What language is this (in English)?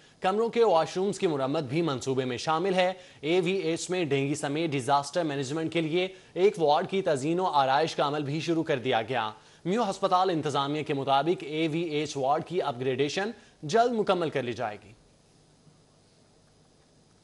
Urdu